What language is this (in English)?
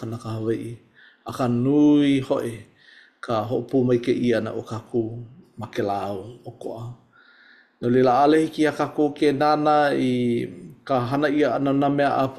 Hawaiian